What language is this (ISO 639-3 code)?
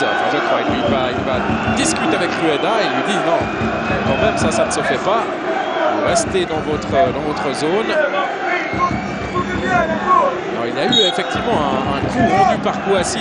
fra